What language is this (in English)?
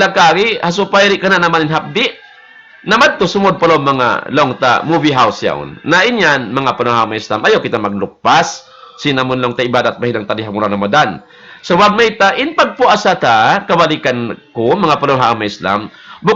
Tausug